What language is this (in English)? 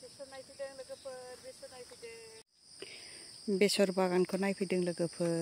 Bodo